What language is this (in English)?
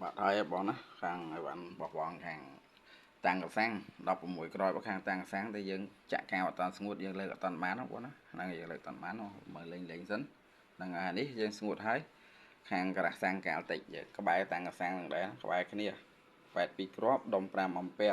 Khmer